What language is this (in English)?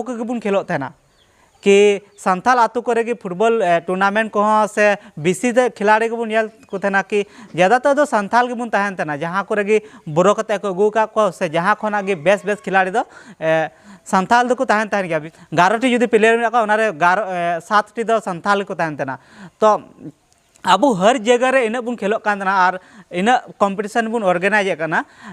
Santali